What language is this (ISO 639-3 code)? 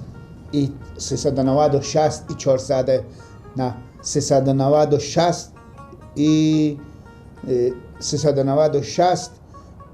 fas